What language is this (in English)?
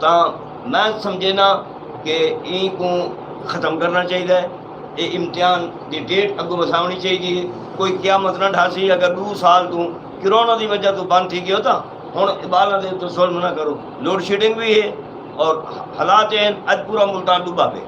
Saraiki